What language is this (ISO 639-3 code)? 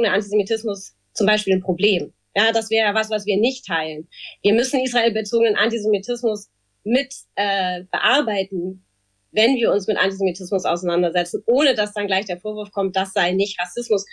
deu